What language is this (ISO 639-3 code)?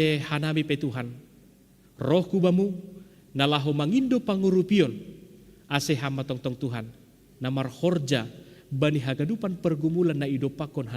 bts